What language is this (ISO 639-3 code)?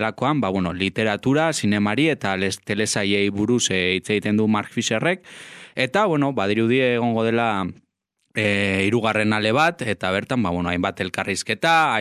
eus